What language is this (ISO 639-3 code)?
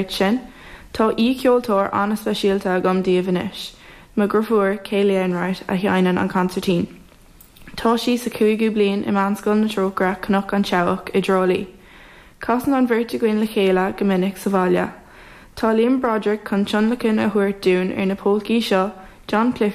gle